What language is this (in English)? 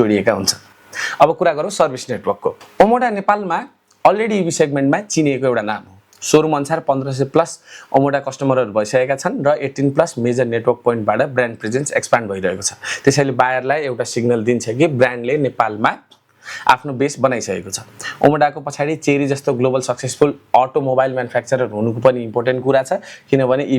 Nepali